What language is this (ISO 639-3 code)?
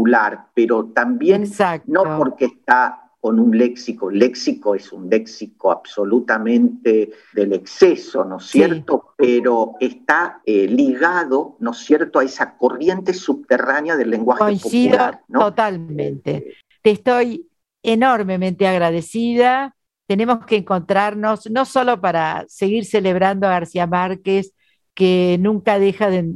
spa